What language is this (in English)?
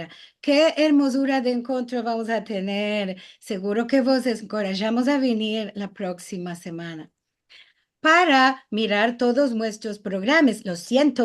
Ladino